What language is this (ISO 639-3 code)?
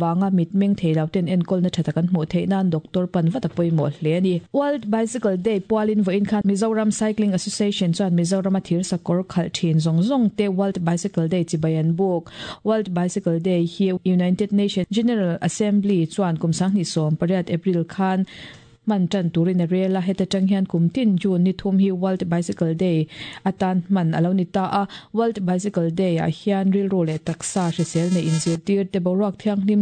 lus